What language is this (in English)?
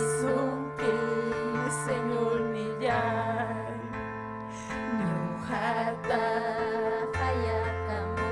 Ayacucho Quechua